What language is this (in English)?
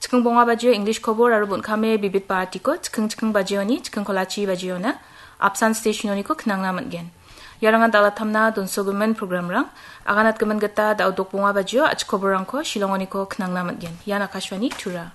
Garo